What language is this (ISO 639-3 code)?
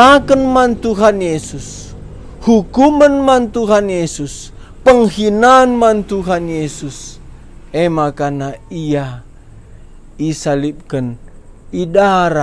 btx